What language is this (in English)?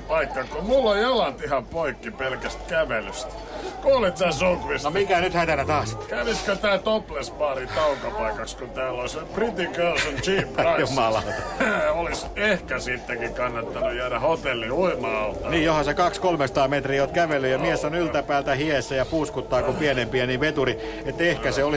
Finnish